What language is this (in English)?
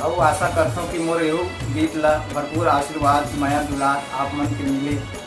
Chhattisgarhi